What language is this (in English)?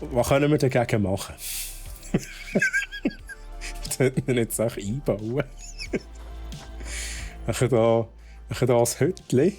Swiss German